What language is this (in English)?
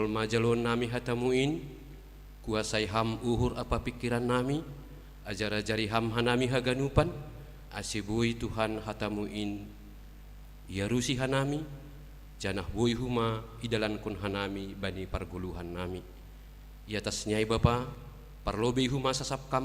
Batak Simalungun